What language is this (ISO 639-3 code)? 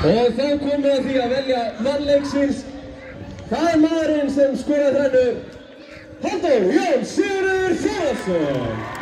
isl